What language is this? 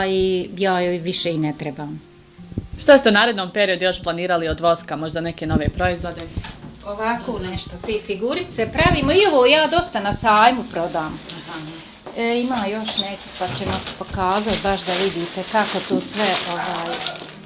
Bosnian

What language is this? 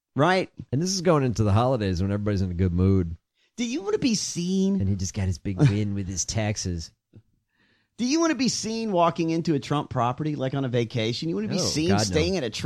English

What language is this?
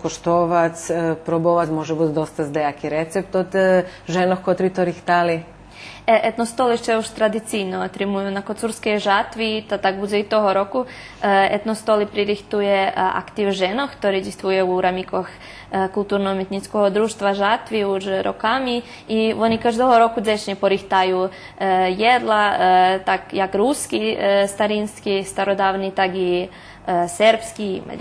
Rusyn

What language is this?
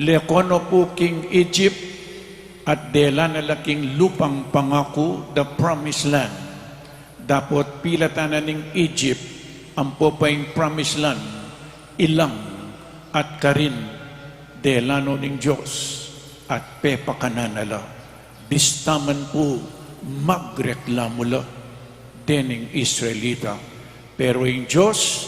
Pampanga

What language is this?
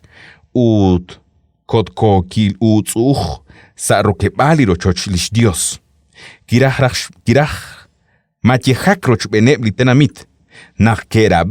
Kekchí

